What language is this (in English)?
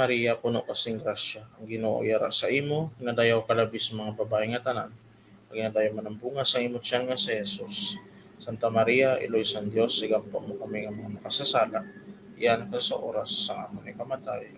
Hiligaynon